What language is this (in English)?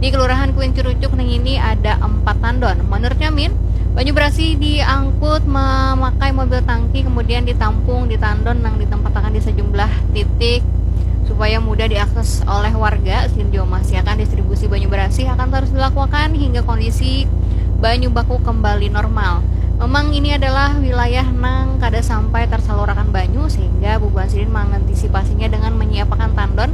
Banjar